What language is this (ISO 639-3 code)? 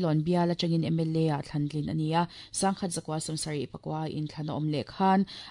lus